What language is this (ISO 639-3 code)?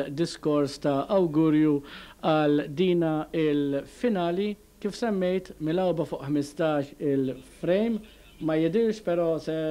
mlt